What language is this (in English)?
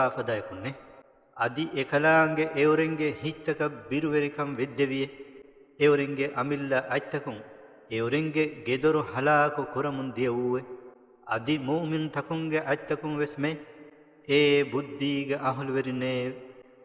Divehi